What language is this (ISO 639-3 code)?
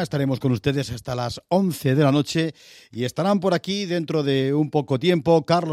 spa